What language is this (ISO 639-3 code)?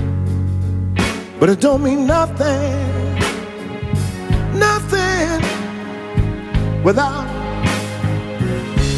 eng